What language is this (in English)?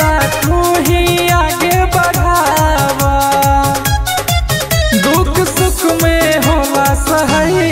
Bhojpuri